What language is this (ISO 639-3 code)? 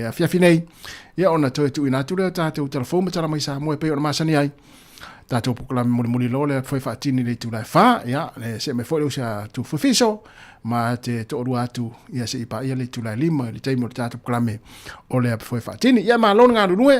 smo